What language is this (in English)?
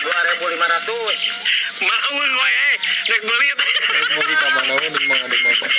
Sundanese